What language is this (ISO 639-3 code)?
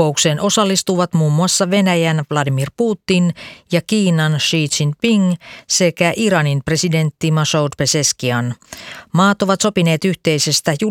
fin